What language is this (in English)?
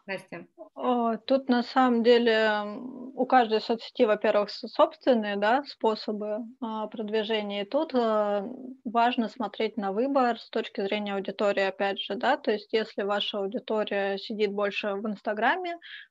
Russian